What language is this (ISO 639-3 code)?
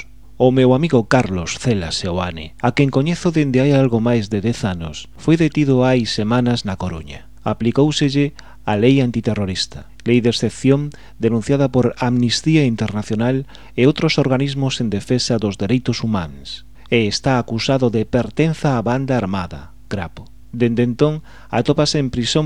glg